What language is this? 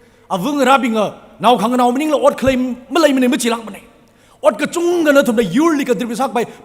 Tangkhul Naga (India)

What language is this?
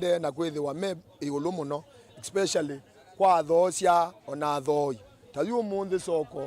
Kamba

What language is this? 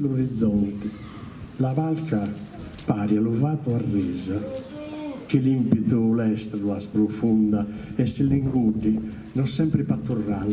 Sardinian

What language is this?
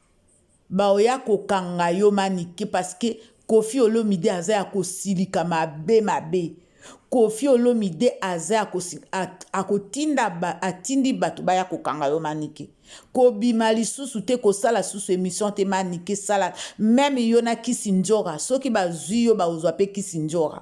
Lingala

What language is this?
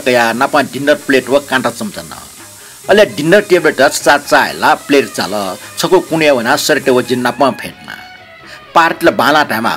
Newari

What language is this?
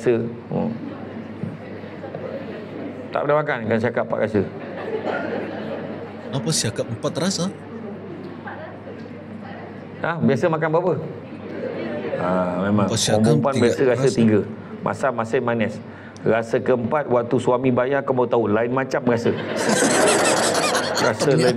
Malay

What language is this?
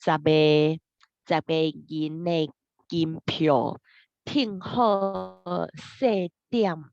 Min Nan Chinese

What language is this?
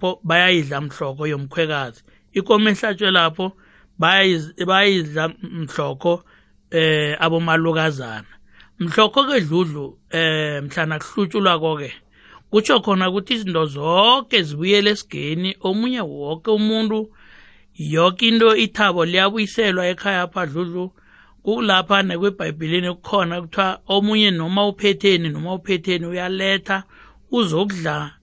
South Ndebele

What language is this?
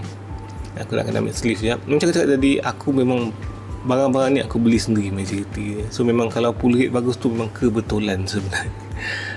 Malay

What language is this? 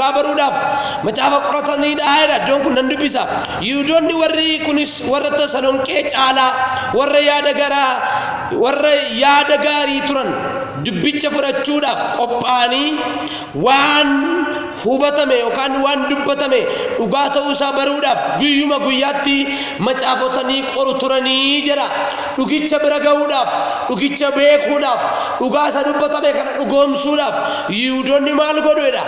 Oromo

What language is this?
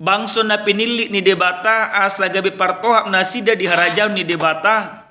Batak Toba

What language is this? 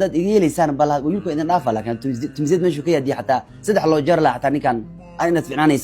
Somali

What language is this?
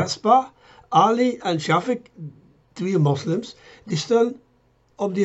Limburgish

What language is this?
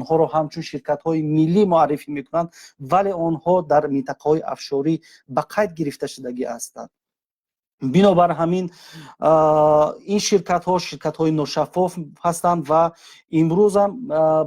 Tajik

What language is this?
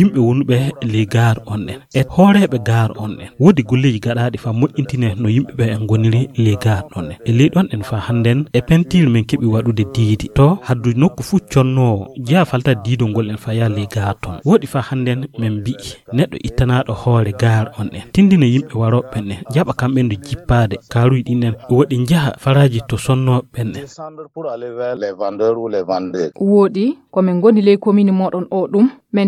Fula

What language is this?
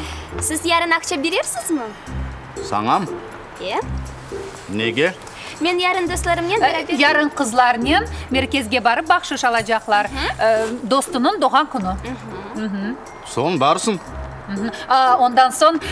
Crimean Tatar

